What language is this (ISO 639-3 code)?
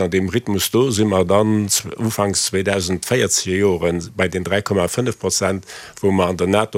ltz